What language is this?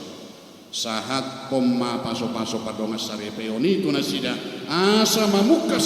Batak Toba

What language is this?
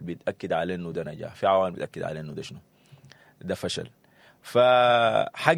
Sudanese Arabic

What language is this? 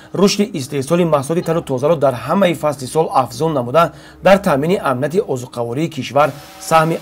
Tajik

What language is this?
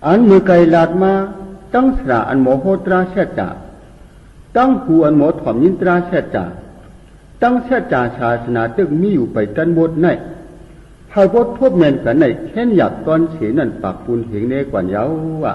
Shan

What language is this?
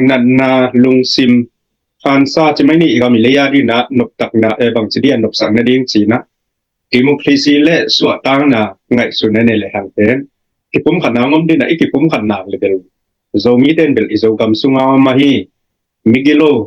Tedim Chin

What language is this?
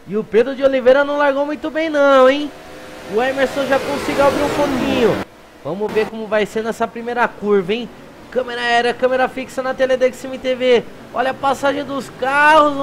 Portuguese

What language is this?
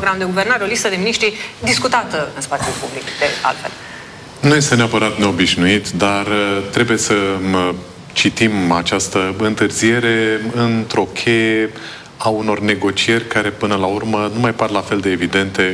Romanian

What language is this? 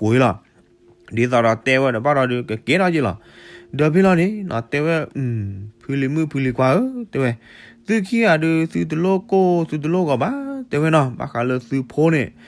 S'gaw Karen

